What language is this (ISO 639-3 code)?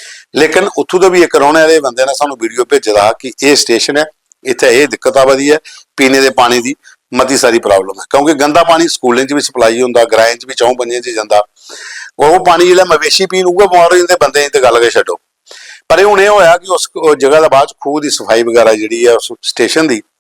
doi